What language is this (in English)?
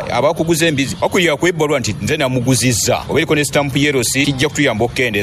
Ganda